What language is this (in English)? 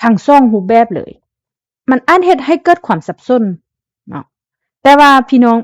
Lao